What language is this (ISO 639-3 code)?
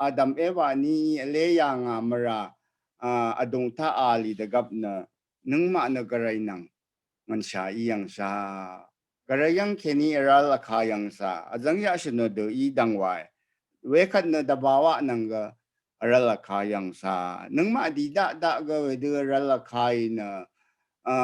raw